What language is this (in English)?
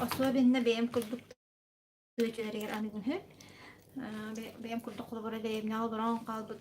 Yakut